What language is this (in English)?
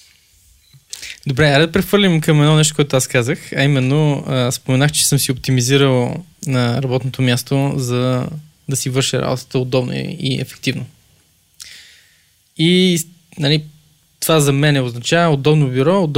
Bulgarian